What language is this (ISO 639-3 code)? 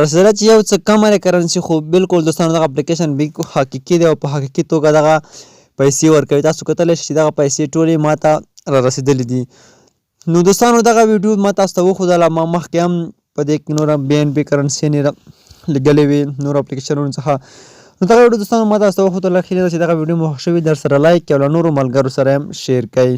pus